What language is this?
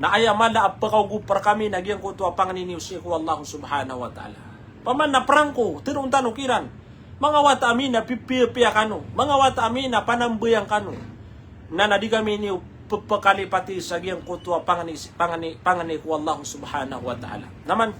Maranao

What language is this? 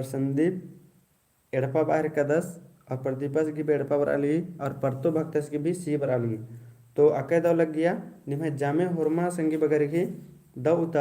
Kurukh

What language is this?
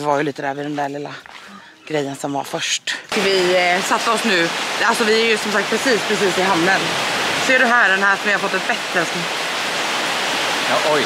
Swedish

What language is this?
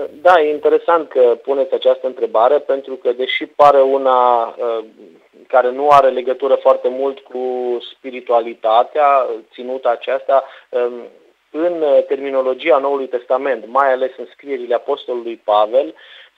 Romanian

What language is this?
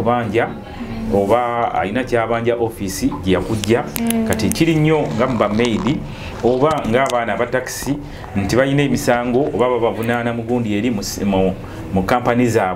Ganda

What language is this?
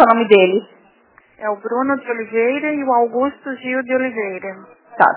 Portuguese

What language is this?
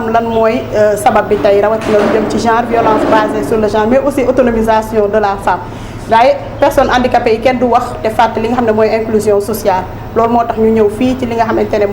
Wolof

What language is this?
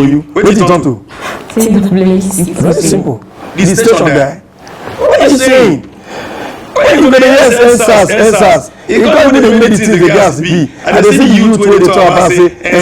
Nigerian Pidgin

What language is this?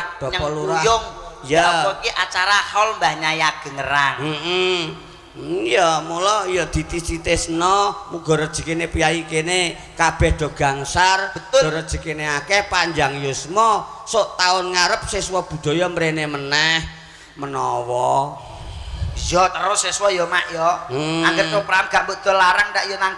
Javanese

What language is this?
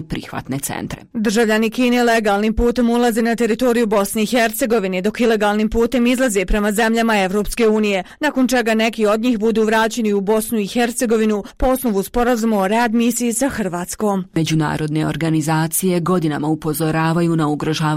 Bosnian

